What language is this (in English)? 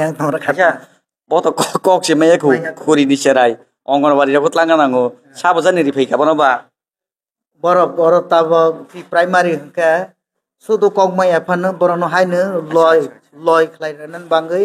Kok Borok